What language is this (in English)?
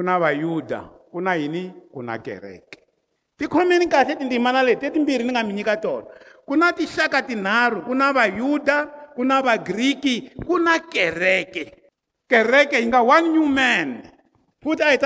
Tsonga